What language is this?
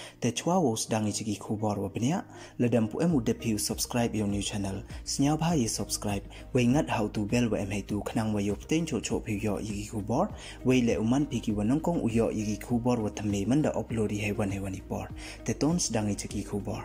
Pnar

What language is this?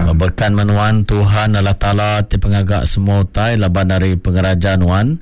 Iban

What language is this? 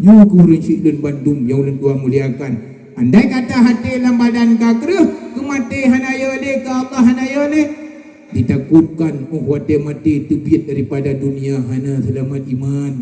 Achinese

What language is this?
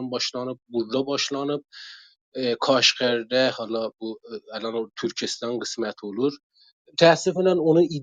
South Azerbaijani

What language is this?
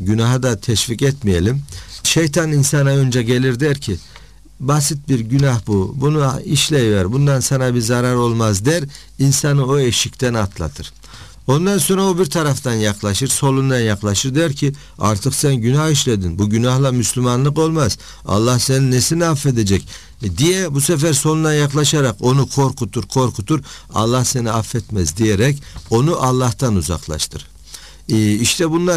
Turkish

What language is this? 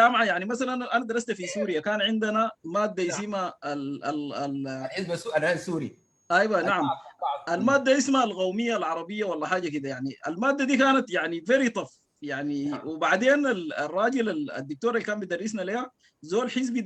Sudanese Arabic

